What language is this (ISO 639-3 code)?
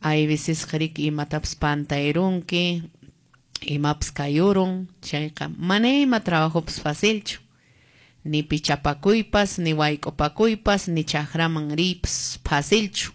que